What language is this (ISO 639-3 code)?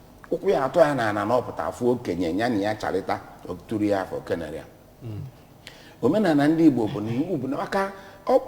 ibo